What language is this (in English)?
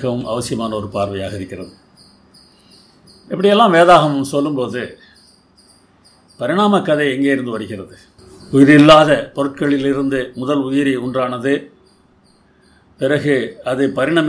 Tamil